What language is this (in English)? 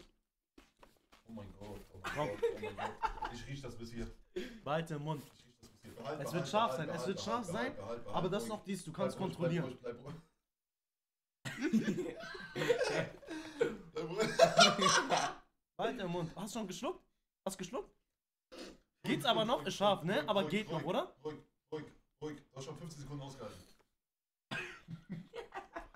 German